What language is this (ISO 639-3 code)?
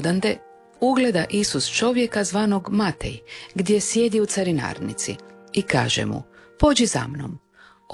hrv